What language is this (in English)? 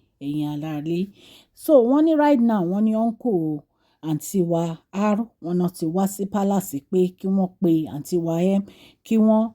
Yoruba